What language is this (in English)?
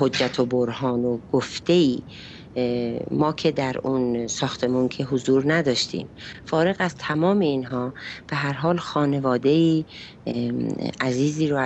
Persian